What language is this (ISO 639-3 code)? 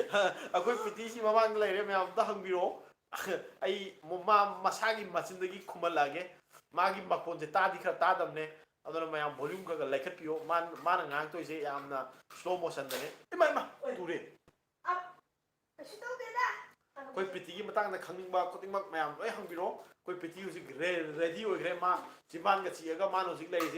mni